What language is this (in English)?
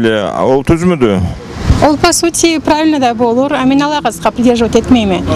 Karachay-Balkar